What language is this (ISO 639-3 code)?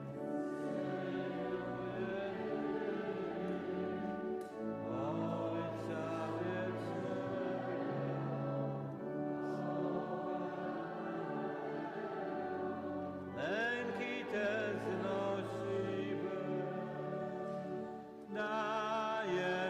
pol